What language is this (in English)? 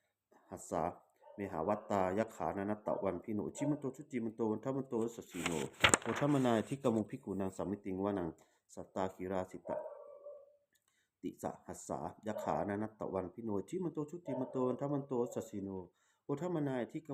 Pali